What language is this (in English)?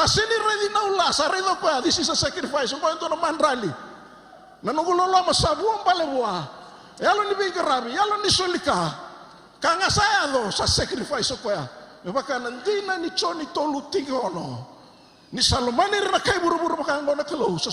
Fijian